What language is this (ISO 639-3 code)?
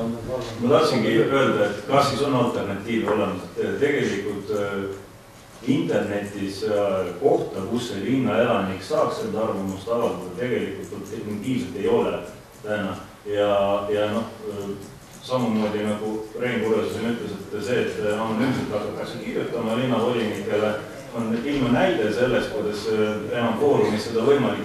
est